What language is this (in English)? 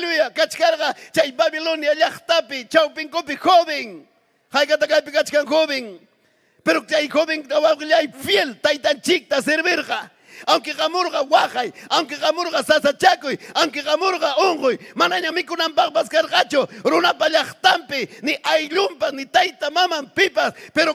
Ayacucho Quechua